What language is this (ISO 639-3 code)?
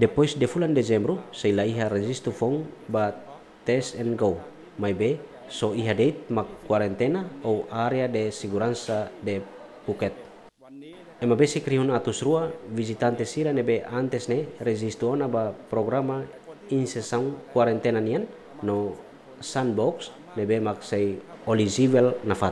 tet